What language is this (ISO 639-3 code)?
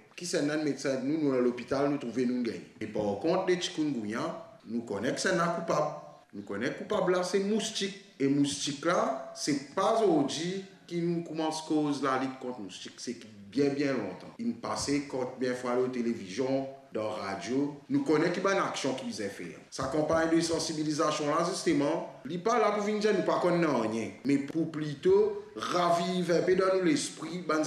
mfe